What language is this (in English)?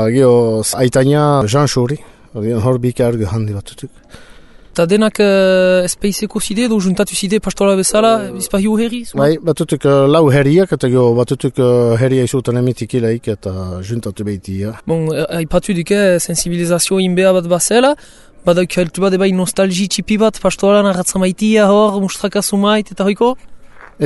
Basque